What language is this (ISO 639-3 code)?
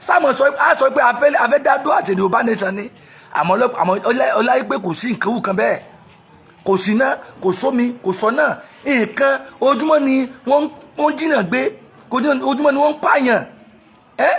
yor